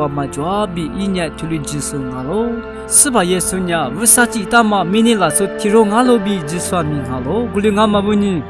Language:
Lisu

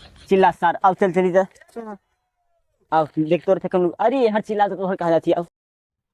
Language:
Awadhi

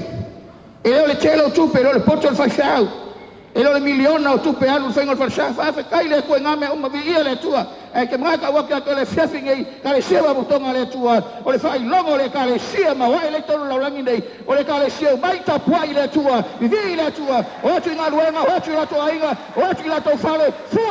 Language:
Samoan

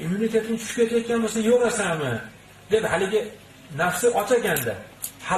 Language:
Uzbek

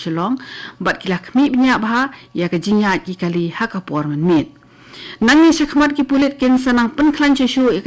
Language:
Khasi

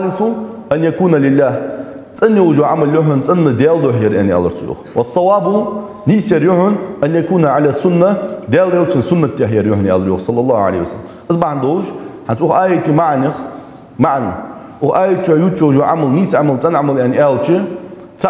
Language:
Ingush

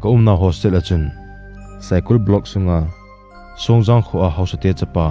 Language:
Thado Chin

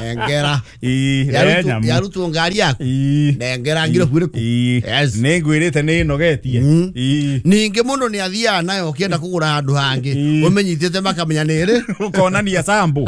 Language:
Kikuyu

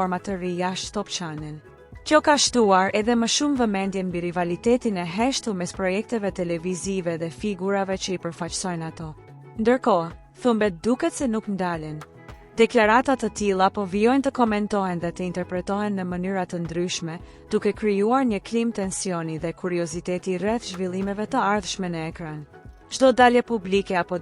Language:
Albanian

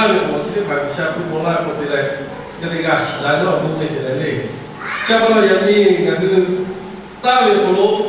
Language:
Lahu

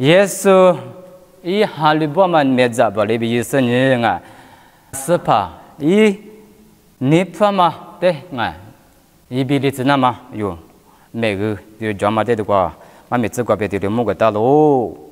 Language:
Lisu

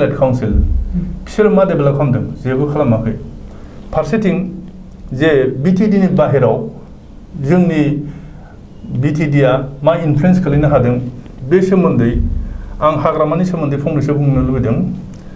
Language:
Bodo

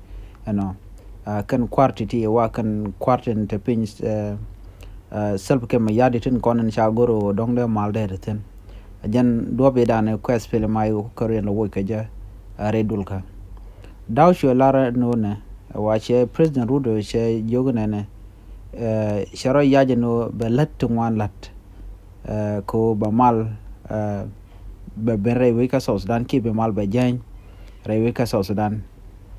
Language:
Nuer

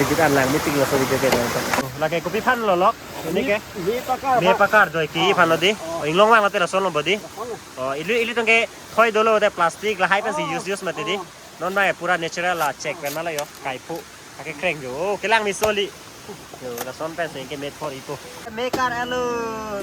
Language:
Karbi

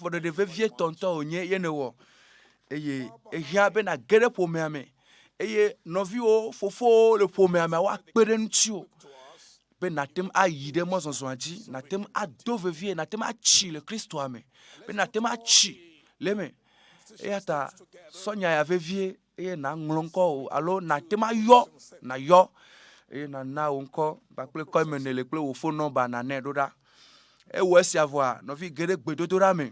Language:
Ewe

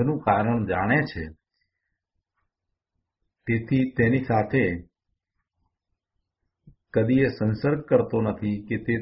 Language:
Gujarati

